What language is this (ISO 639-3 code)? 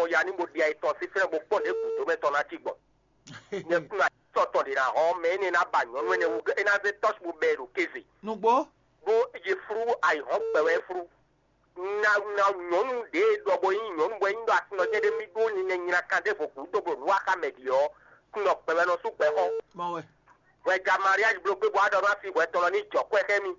fon